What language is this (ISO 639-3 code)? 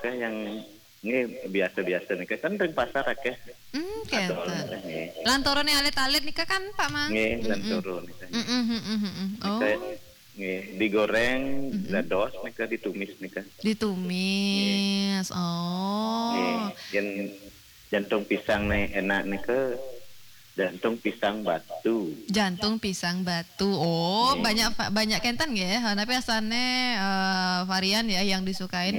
ban